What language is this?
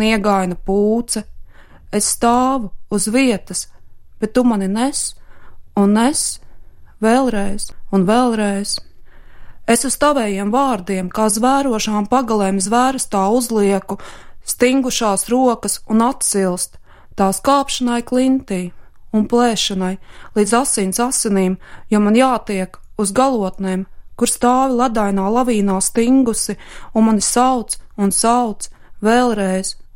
Latvian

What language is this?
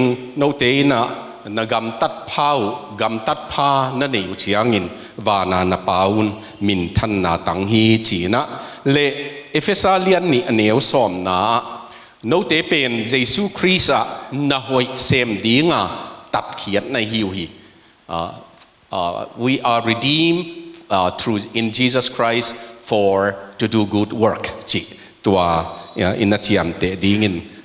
Tedim Chin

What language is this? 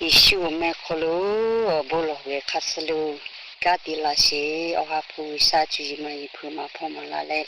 Lahu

